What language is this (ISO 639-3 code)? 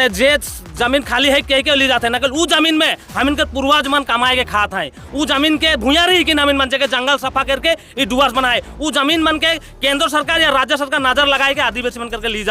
sck